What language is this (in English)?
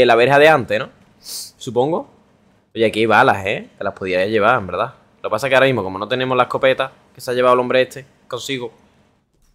Spanish